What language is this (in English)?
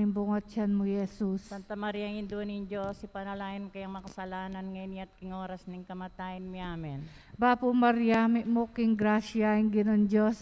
Pampanga